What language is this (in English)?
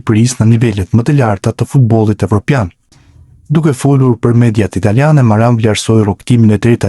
Albanian